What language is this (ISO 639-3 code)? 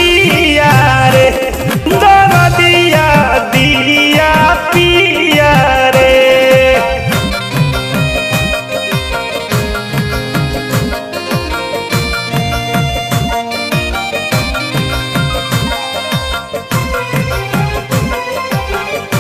bho